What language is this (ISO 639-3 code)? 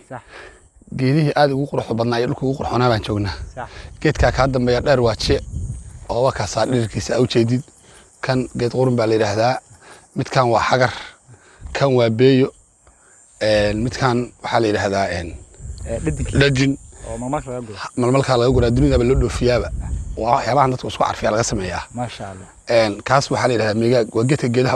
som